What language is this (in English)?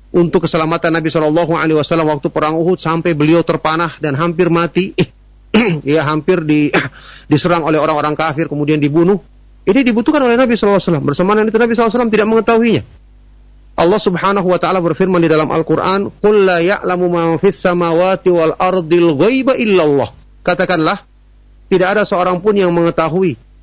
Indonesian